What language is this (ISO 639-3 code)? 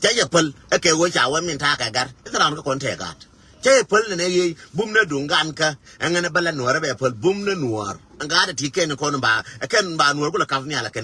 nus